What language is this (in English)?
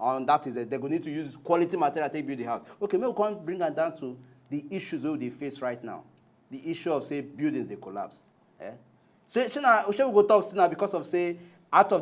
Nigerian Pidgin